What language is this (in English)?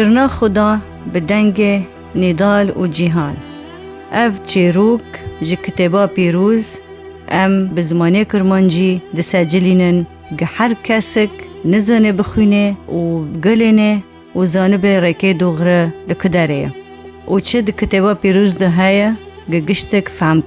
Kurdish